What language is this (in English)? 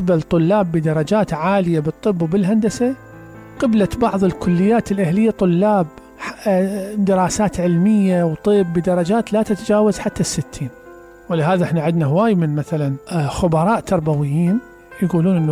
Mesopotamian Arabic